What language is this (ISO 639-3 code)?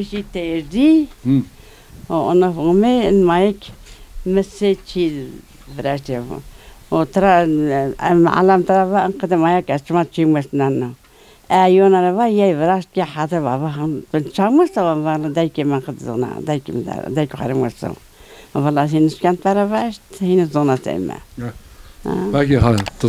zza